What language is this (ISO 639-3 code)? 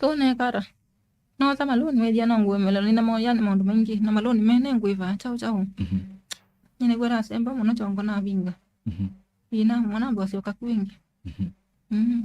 kam